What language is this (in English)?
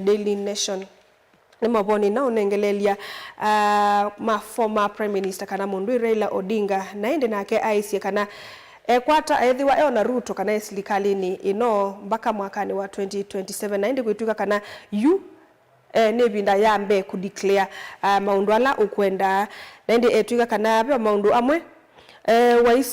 Kamba